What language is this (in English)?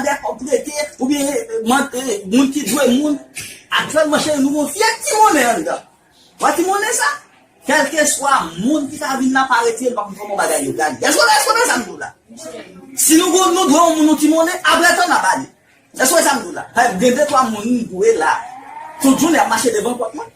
Haitian Creole